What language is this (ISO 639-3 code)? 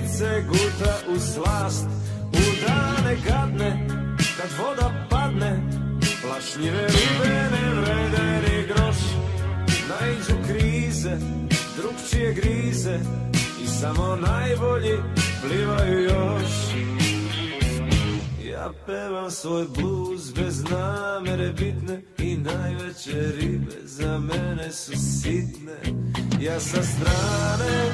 srp